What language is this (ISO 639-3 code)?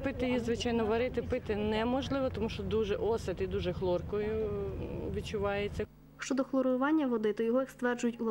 ukr